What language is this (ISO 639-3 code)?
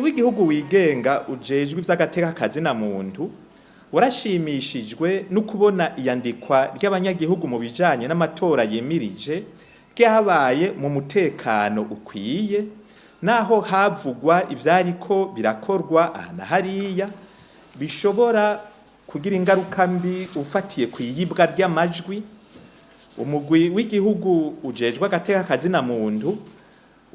run